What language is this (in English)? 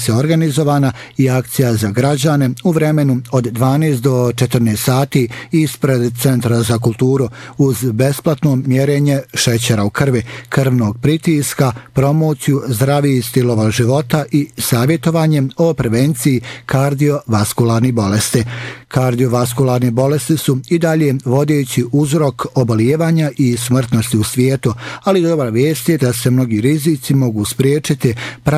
Bosnian